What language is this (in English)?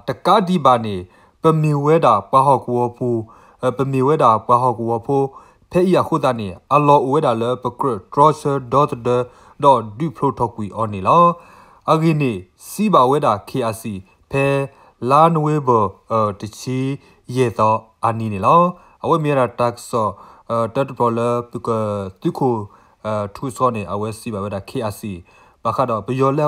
S'gaw Karen